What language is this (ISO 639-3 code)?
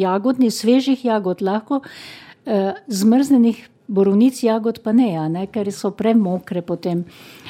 slv